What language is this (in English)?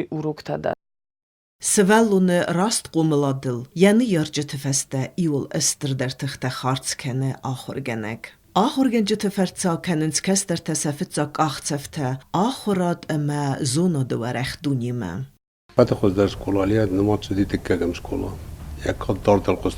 Ossetic